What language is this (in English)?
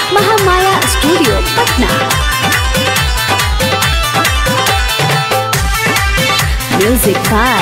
Bhojpuri